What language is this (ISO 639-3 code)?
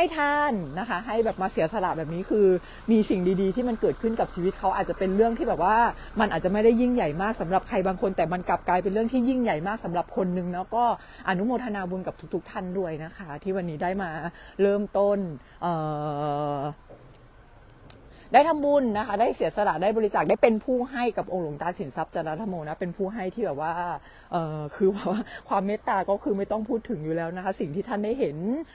tha